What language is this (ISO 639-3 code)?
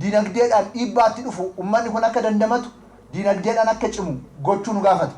orm